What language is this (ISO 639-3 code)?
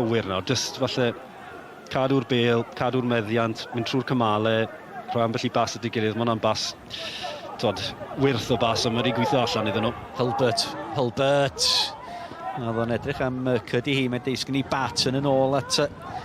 cym